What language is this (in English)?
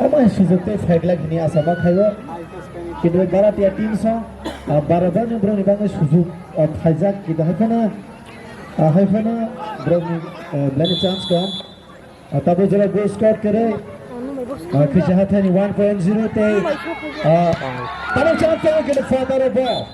Kok Borok